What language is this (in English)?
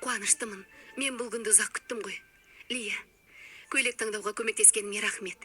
Kazakh